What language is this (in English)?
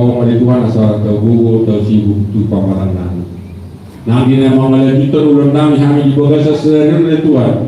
Batak Toba